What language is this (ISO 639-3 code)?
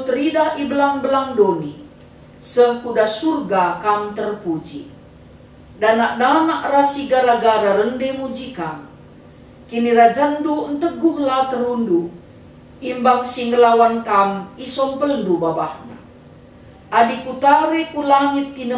btx